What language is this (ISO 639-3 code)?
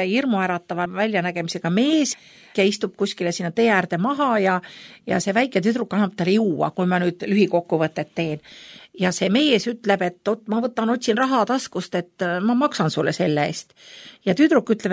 est